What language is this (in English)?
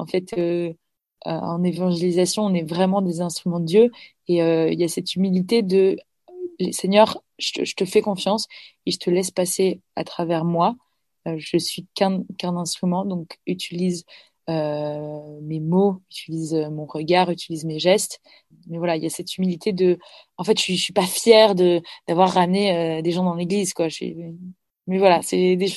French